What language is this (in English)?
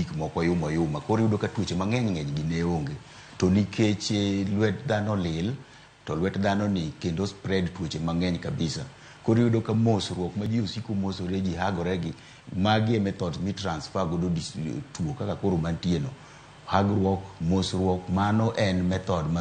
Luo (Kenya and Tanzania)